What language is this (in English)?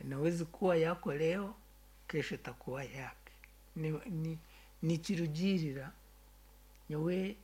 Nyankole